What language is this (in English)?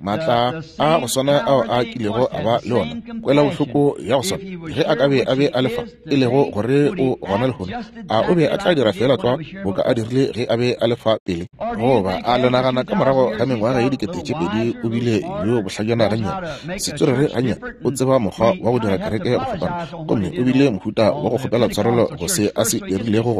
Northern Sotho